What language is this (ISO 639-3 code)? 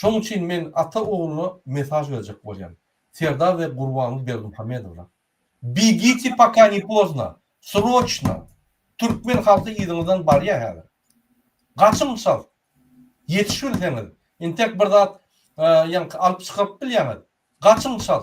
tuk